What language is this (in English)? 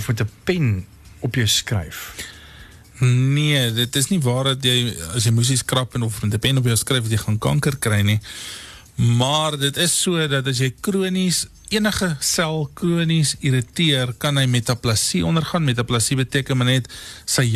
Afrikaans